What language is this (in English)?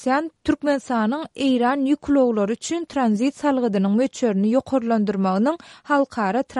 Turkmen